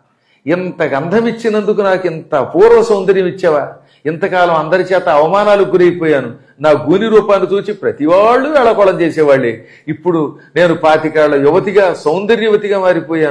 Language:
Telugu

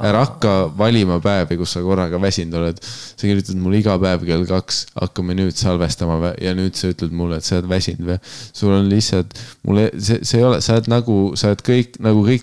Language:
Estonian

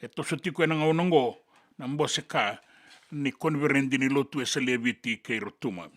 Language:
Fijian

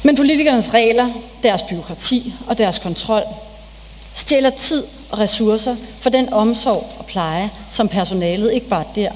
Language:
Danish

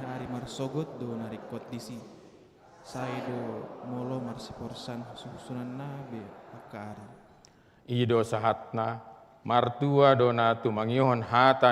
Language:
Batak Toba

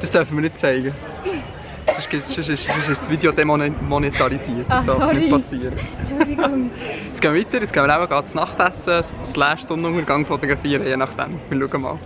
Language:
Swiss German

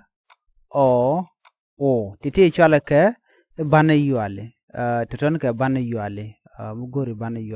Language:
Nuer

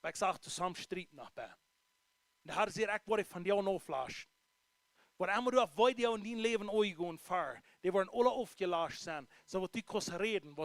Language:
Plautdietsch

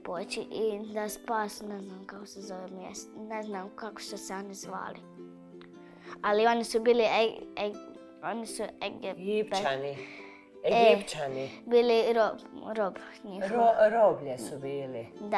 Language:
Croatian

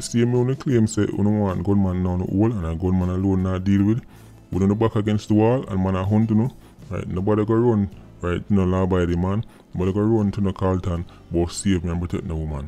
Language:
Jamaican Creole English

